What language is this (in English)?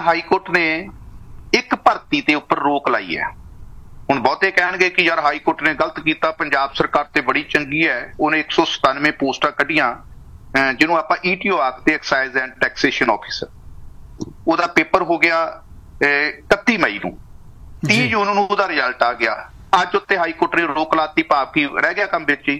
Punjabi